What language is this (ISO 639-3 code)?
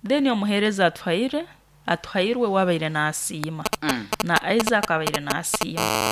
nyo